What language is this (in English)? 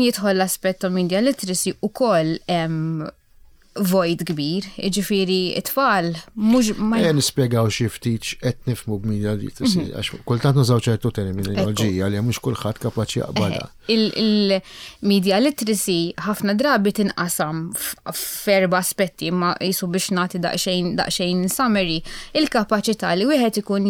Maltese